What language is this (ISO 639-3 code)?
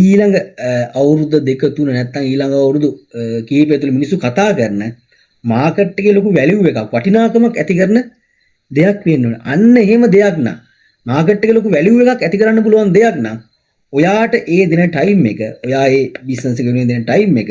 sin